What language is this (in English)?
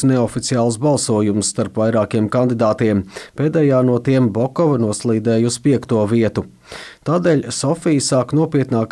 Latvian